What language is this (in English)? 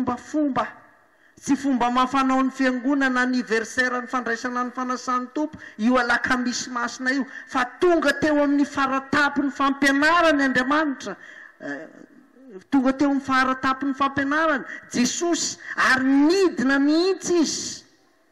Malagasy